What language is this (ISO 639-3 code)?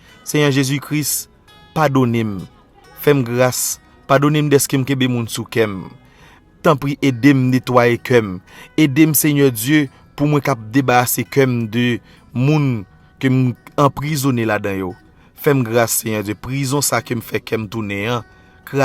hat